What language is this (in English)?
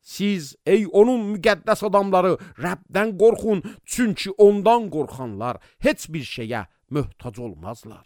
Azerbaijani